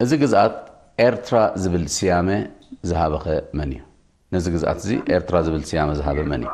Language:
Tigrinya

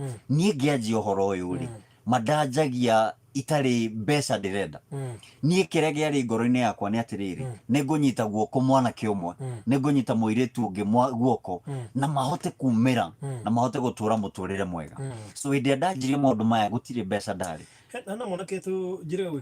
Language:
Kikuyu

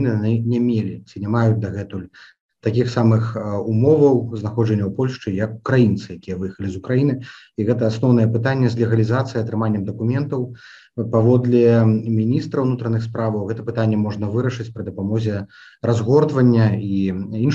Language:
Belarusian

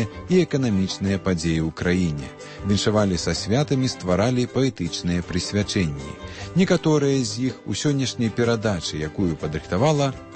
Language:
Belarusian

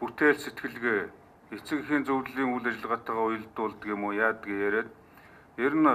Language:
Mongolian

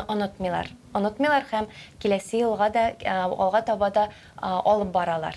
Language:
Tatar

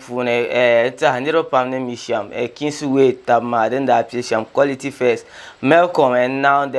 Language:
Dagbani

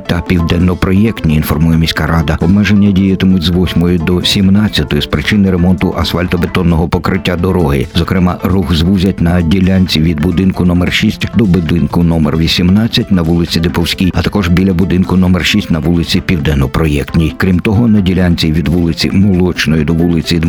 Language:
Ukrainian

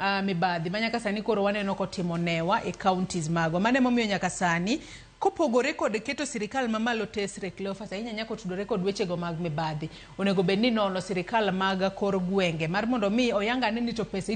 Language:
Luo (Kenya and Tanzania)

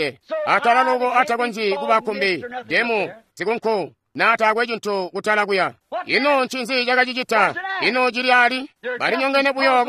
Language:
Tonga (Zambia)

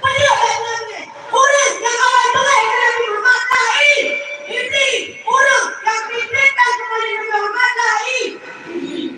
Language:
Achinese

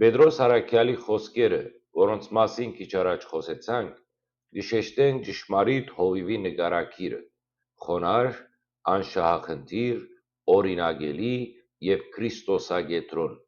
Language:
Western Armenian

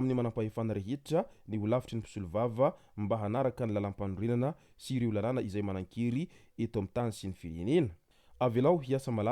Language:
Malagasy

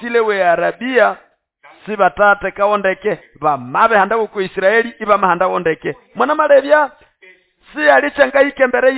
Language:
Nande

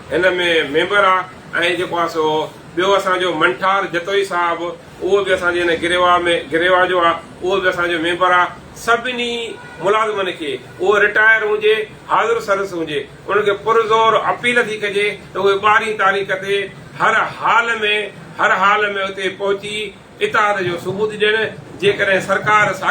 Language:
Sindhi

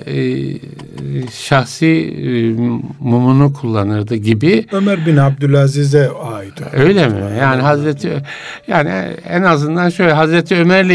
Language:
Turkish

